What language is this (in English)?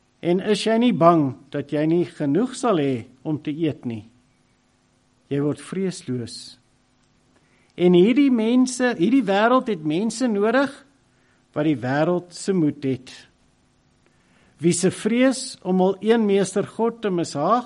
Afrikaans